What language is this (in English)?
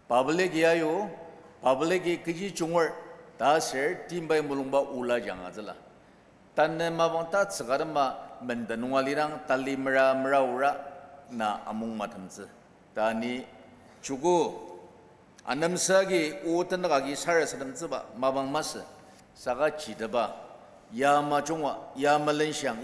Ao Naga